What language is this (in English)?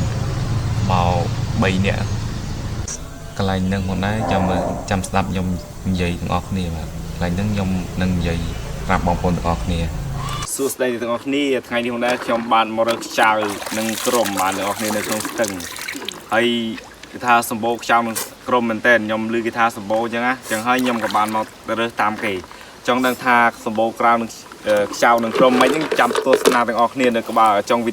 Khmer